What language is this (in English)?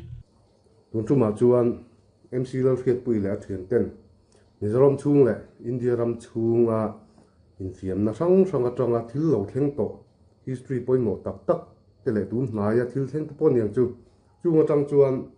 Mizo